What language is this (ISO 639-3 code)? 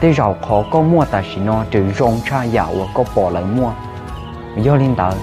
hmn